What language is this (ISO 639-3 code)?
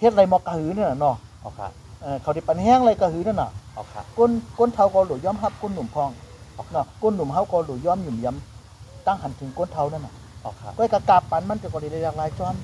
shn